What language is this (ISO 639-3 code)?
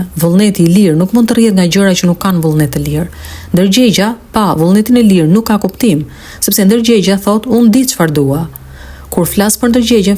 sqi